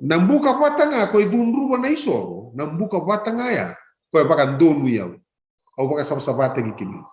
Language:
Fijian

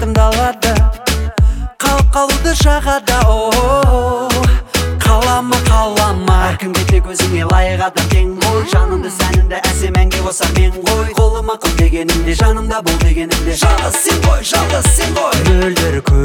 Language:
Kazakh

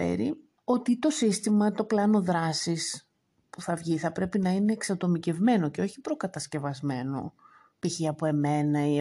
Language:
Greek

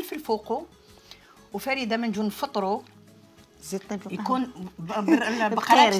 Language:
Algerian Arabic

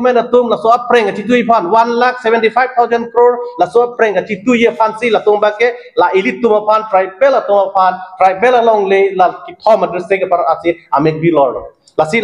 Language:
Karbi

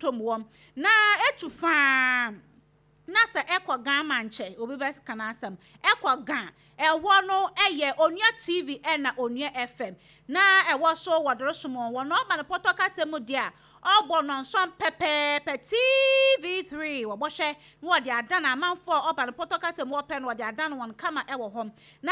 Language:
Akan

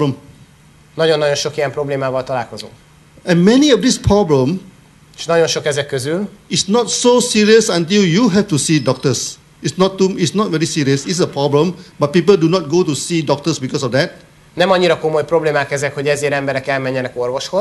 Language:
Hungarian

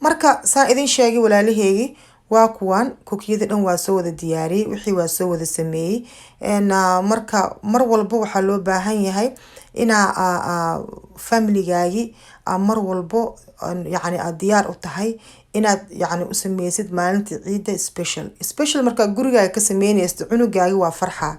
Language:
Somali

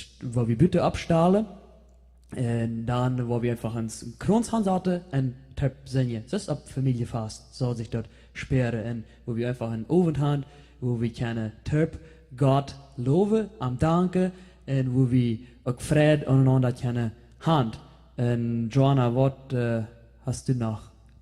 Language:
Plautdietsch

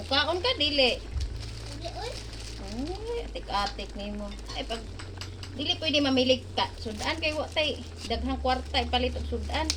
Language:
Cebuano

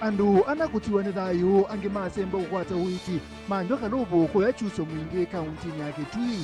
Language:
Kamba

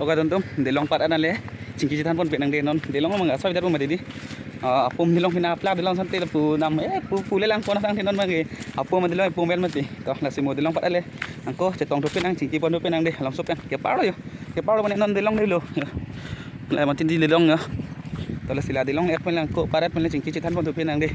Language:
Karbi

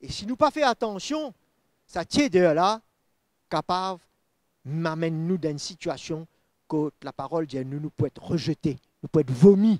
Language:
Morisyen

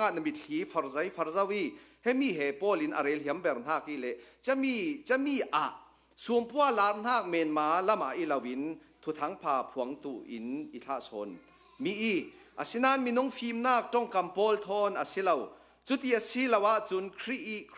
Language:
Hakha Chin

